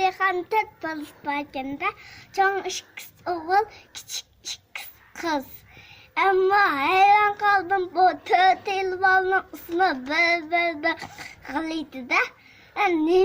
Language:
Uyghur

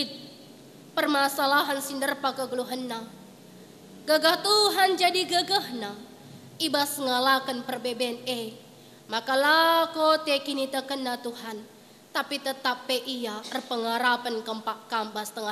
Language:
Batak Karo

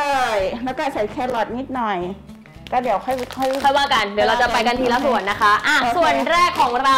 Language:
Thai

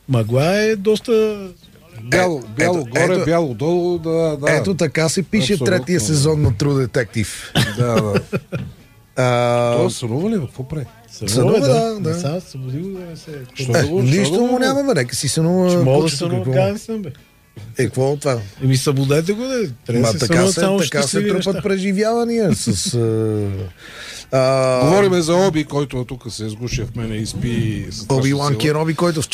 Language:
Bulgarian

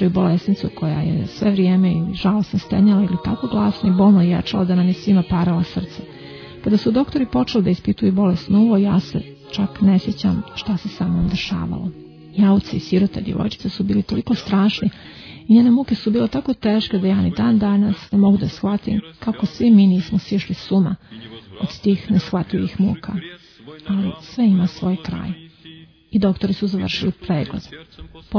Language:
Serbian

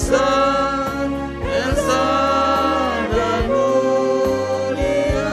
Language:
Batak Simalungun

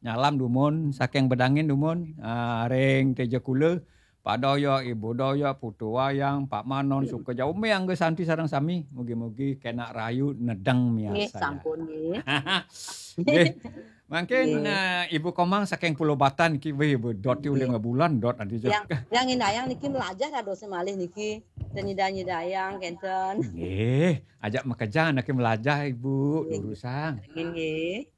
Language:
Balinese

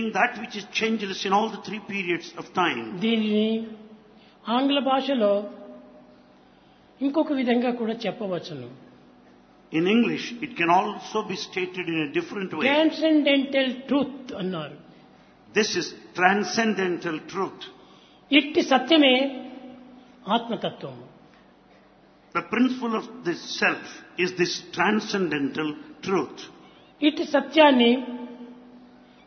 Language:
Telugu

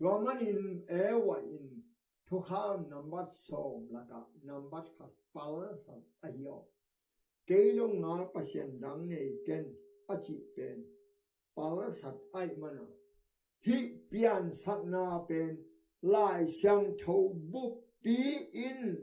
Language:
Tedim Chin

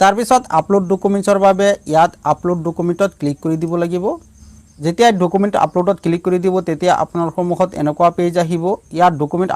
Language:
Assamese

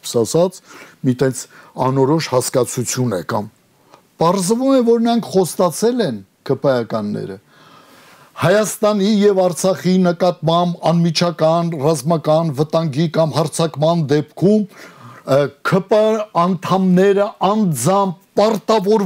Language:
Armenian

